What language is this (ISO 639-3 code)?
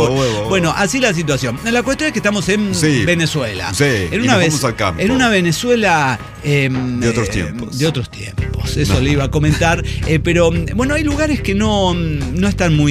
spa